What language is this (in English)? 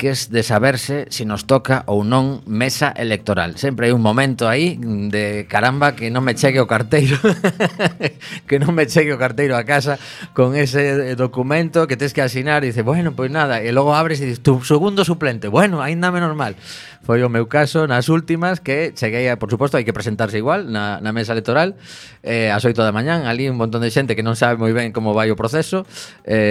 Galician